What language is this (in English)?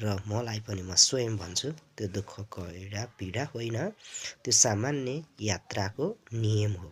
Nepali